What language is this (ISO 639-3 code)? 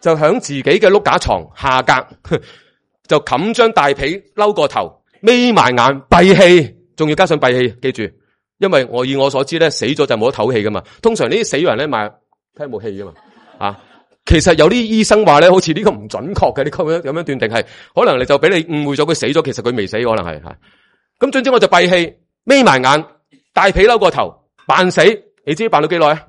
yue